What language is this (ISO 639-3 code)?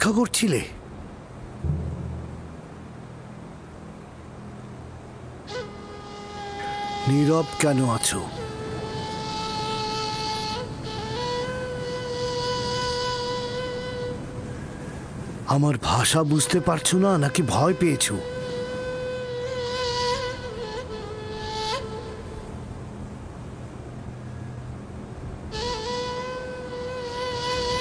ben